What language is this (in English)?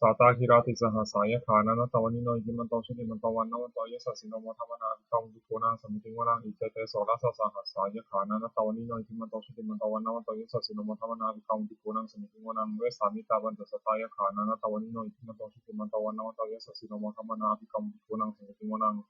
Pali